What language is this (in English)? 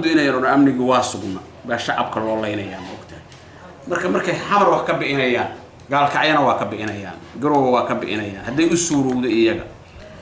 Somali